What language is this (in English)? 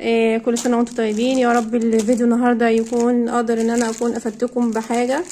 Egyptian Arabic